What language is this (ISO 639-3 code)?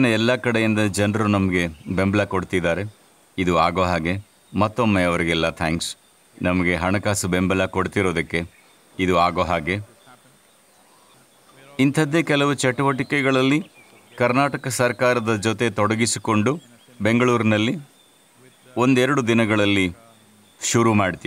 kan